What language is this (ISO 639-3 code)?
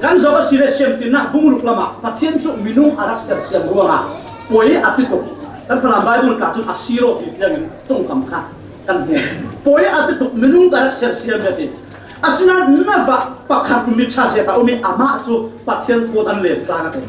cfm